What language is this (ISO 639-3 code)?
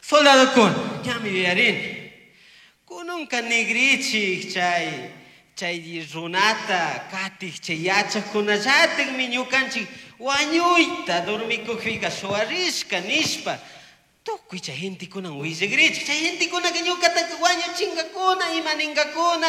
qug